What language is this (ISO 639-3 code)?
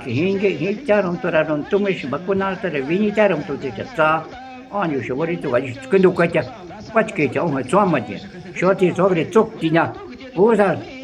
jiv